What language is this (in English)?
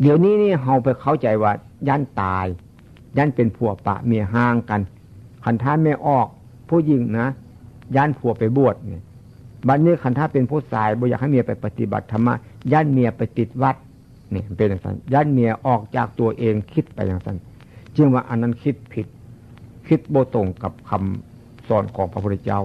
Northeastern Thai